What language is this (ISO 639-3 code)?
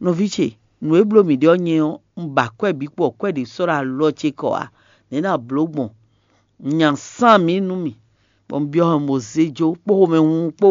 fon